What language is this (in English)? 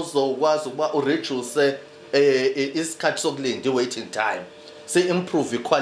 Zulu